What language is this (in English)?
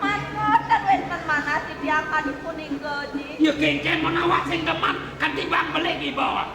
Balinese